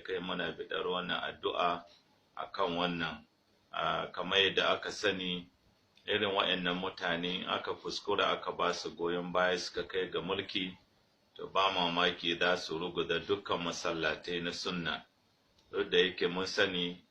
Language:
Hausa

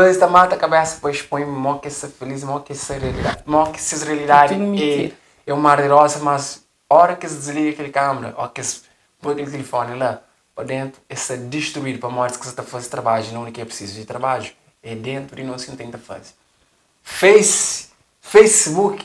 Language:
Kabuverdianu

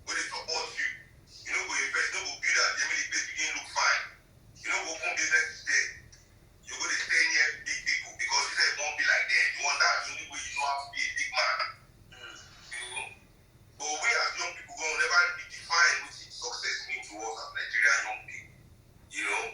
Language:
Nigerian Pidgin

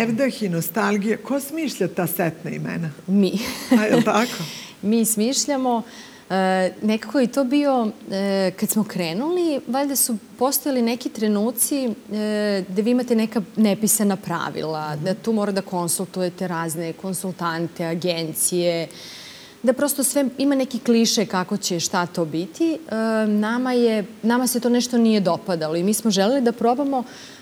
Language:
Serbian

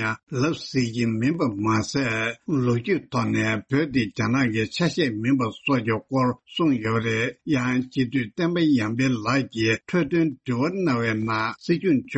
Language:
Tibetan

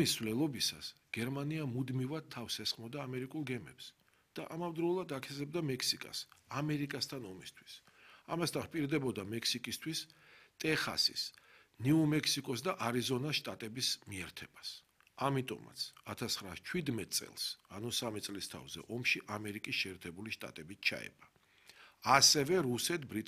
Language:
Georgian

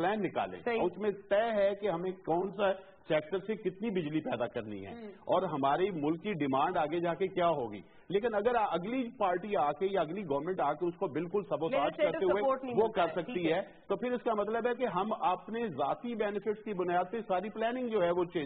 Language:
Urdu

